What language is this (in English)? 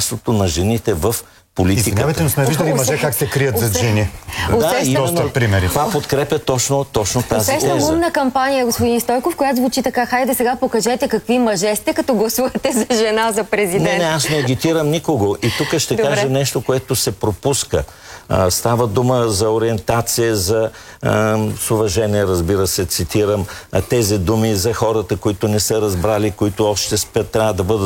Bulgarian